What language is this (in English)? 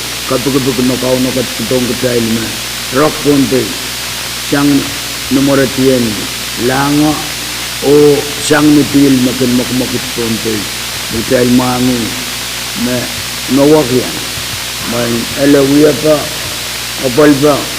Pohnpeian